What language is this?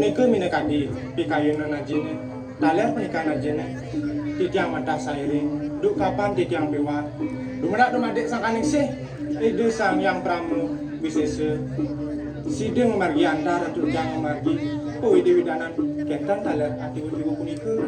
Balinese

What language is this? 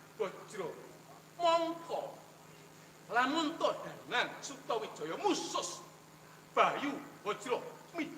Javanese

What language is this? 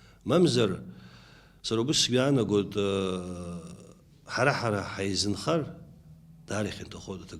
Abkhazian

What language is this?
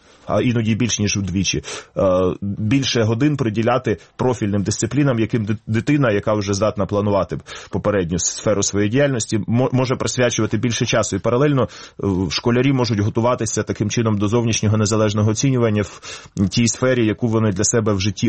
Ukrainian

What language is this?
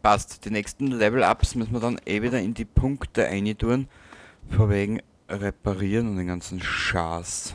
Bavarian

